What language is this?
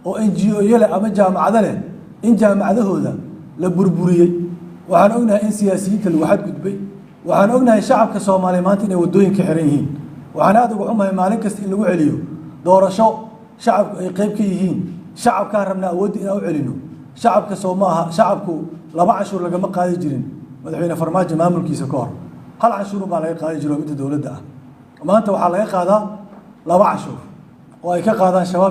Somali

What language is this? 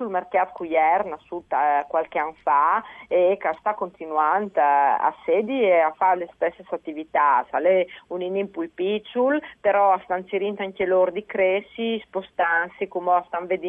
Friulian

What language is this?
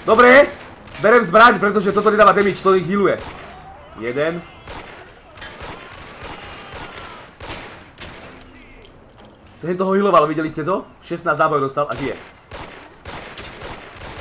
Slovak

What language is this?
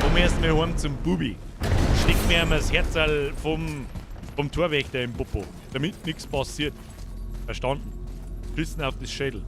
Bavarian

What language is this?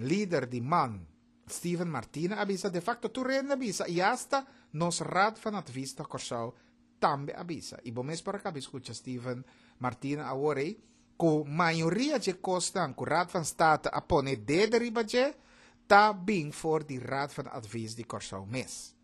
Papiamento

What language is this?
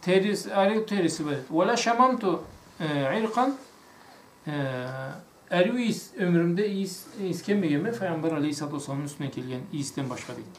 Karachay-Balkar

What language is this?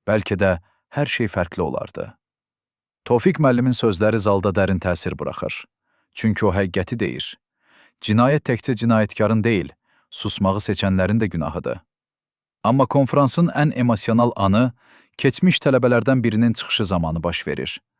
Azerbaijani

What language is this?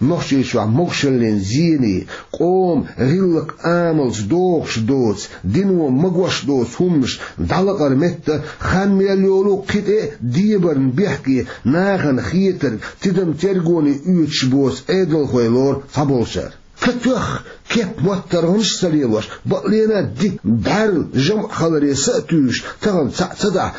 Chechen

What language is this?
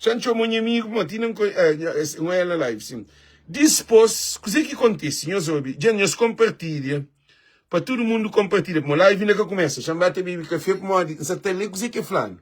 Kabuverdianu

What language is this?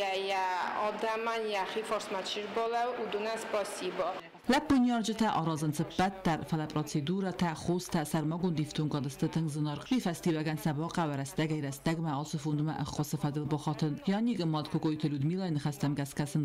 Ossetic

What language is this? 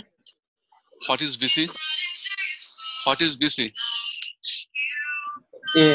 English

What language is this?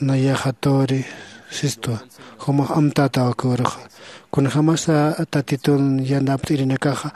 Aymara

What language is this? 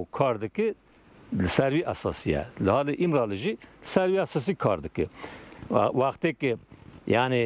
Kurdish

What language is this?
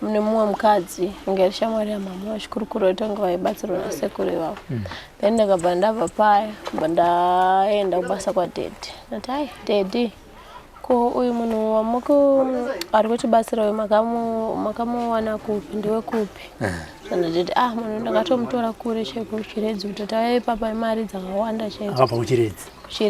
Shona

